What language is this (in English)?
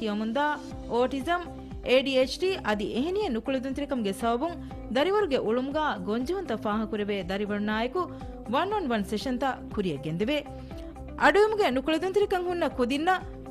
Divehi